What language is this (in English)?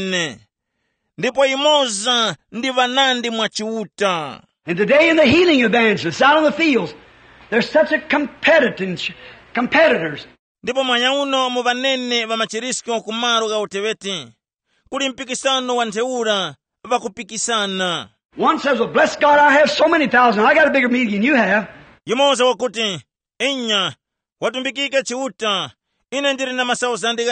Tumbuka